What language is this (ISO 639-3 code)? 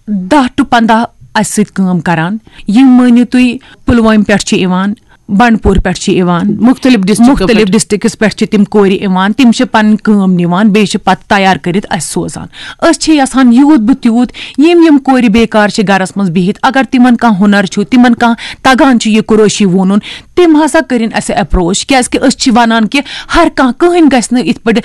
kas